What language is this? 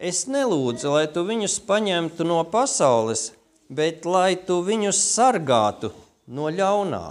Latvian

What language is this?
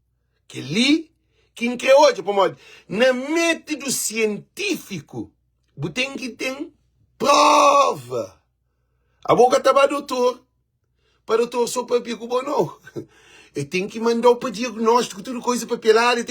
Kabuverdianu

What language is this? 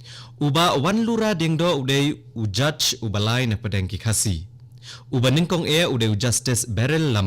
Khasi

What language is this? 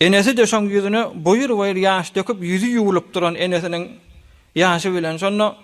Turkmen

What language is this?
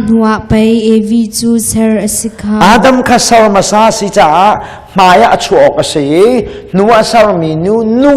Hakha Chin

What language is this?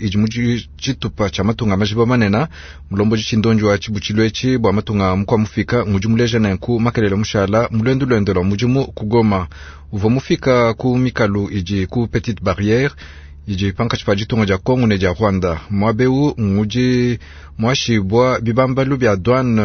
Luba-Lulua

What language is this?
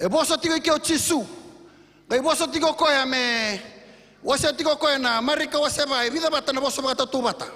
Fijian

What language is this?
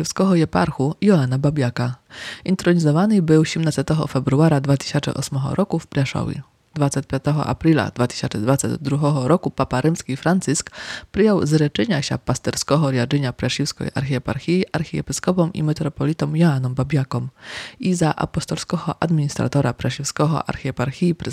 Rusyn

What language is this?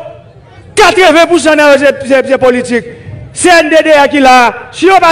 Haitian Creole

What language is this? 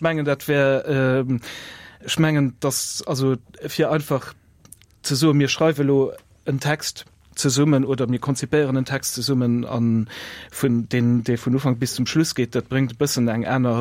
Luxembourgish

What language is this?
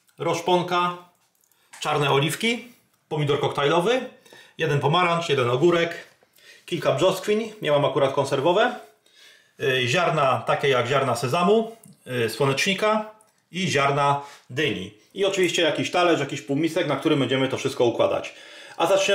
Polish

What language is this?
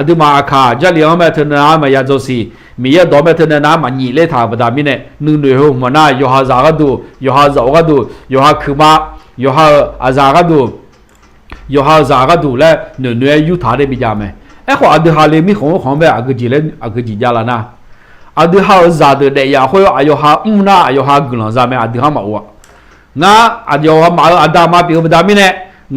Akha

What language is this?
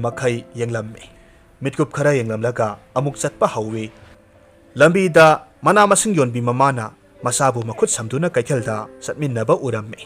Manipuri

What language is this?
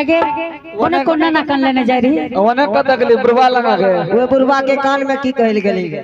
Angika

